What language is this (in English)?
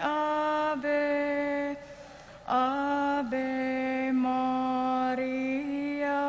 Pampanga